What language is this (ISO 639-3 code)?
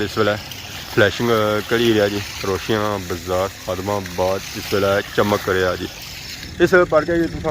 phr